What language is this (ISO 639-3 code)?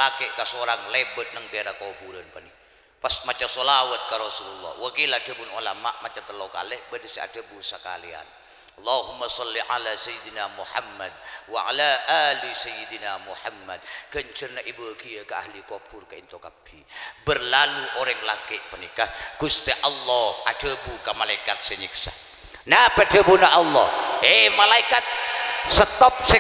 mad